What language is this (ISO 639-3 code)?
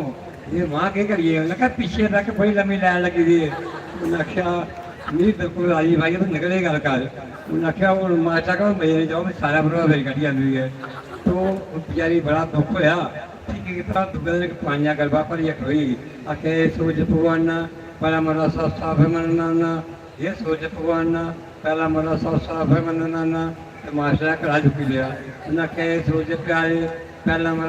doi